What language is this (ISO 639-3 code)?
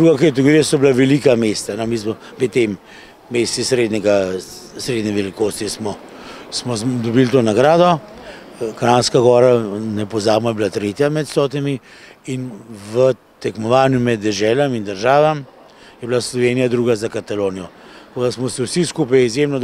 slv